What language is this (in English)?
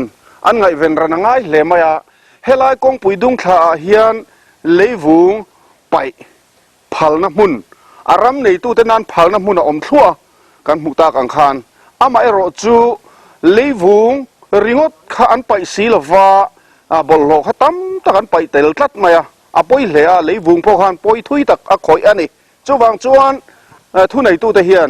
Mizo